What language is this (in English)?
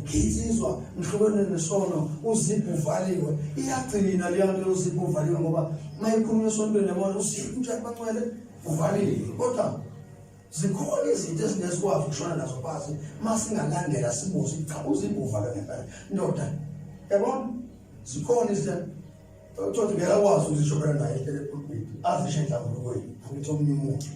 Zulu